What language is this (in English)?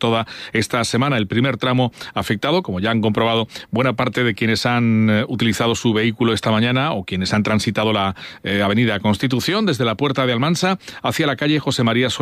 Spanish